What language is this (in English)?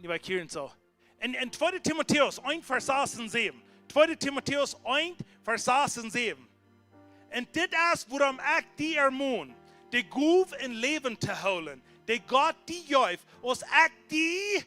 Plautdietsch